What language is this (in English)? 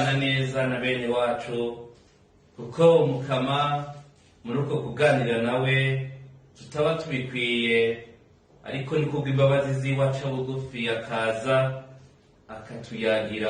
Rundi